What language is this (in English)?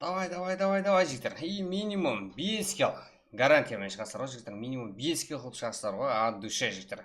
Kara-Kalpak